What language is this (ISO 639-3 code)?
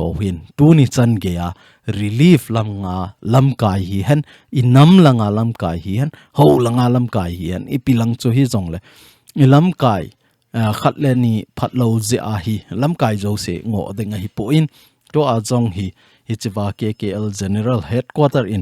tcz